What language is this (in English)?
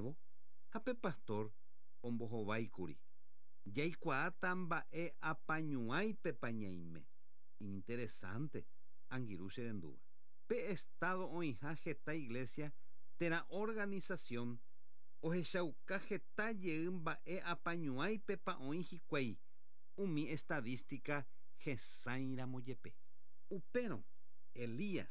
Guarani